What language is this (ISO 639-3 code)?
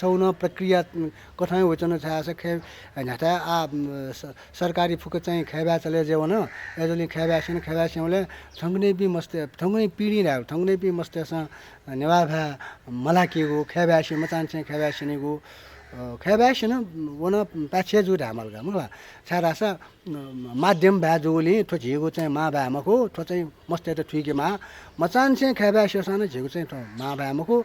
new